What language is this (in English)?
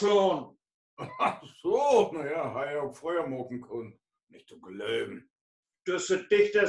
Low German